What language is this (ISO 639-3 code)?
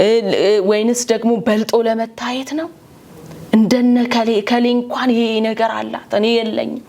amh